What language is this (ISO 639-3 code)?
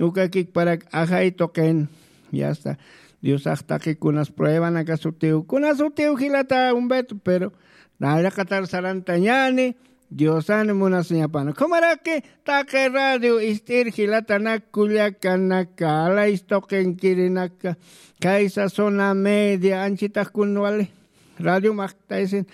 aym